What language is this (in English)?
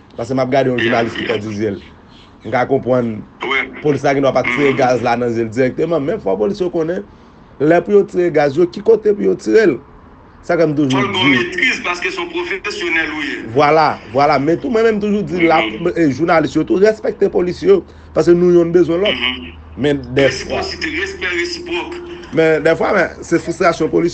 Haitian Creole